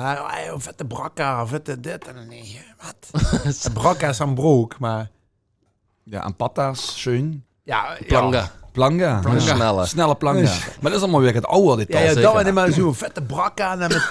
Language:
Limburgish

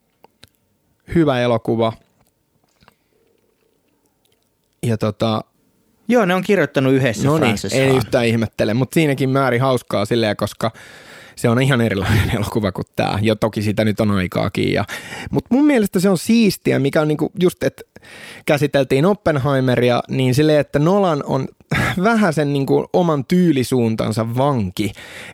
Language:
Finnish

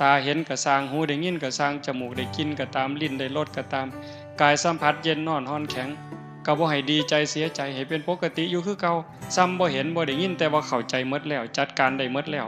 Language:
Northeastern Thai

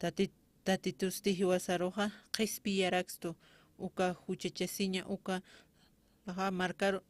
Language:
Aymara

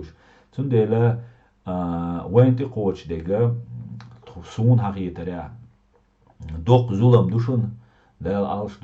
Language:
Chechen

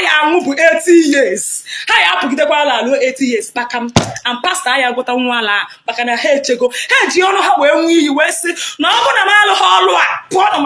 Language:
Igbo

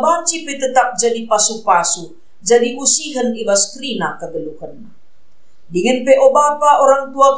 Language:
Batak Karo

